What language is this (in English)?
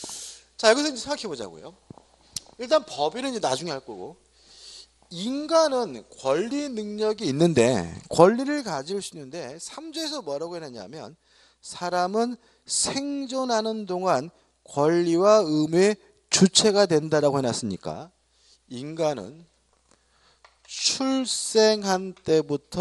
Korean